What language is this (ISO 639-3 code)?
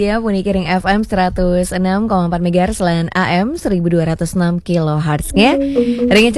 ban